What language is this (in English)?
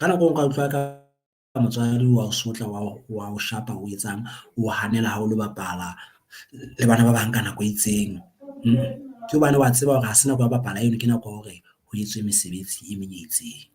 Southern Sotho